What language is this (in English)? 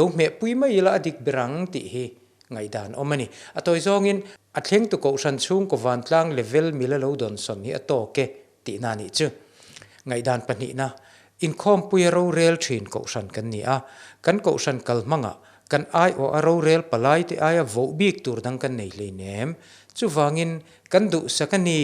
Mizo